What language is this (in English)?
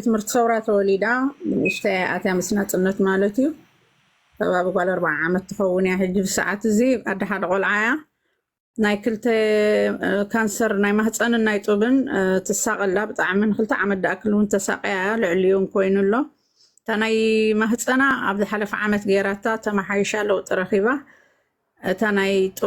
Tigrinya